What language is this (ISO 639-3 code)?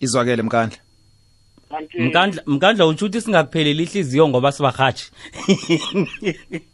nbl